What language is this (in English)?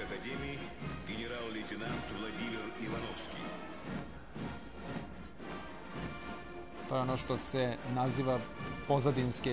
Serbian